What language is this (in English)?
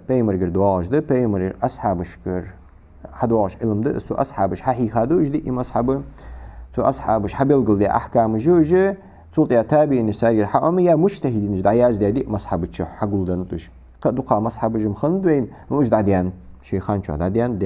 Ingush